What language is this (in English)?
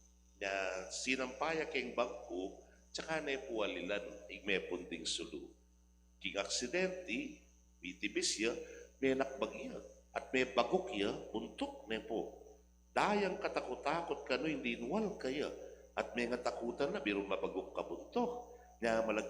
Pampanga